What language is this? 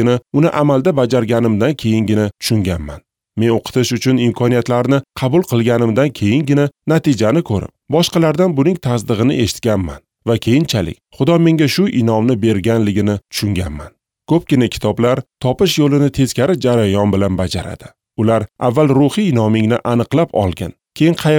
Uzbek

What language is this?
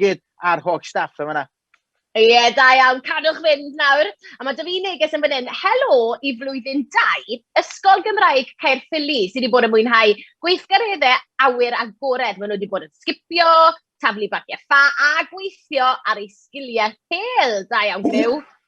Welsh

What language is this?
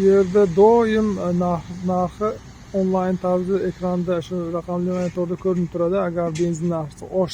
Uzbek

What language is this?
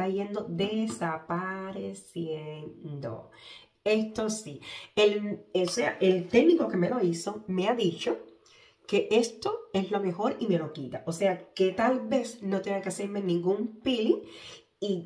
Spanish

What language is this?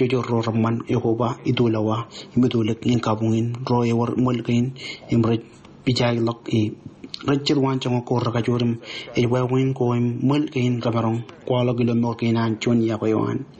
Marshallese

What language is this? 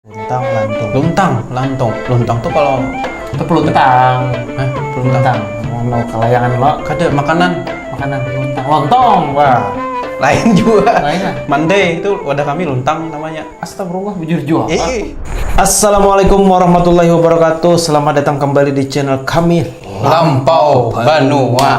Banjar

